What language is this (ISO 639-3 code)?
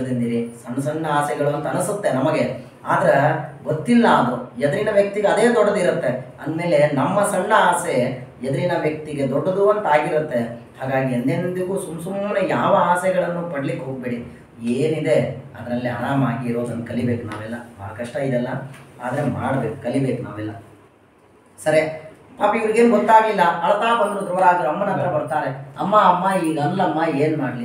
kan